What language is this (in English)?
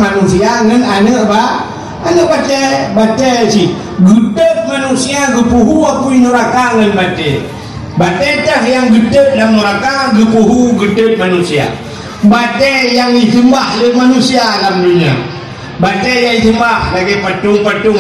Achinese